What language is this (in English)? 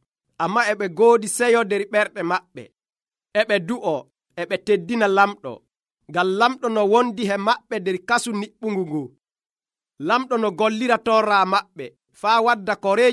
Nigerian Fulfulde